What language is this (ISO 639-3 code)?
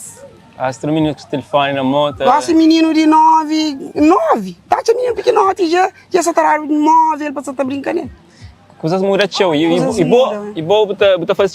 kea